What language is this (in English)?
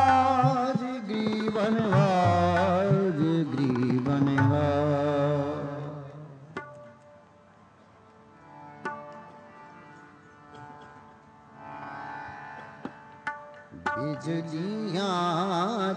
Punjabi